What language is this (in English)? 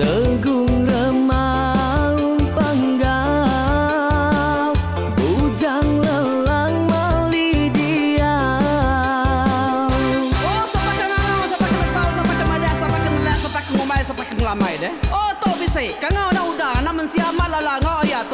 Iban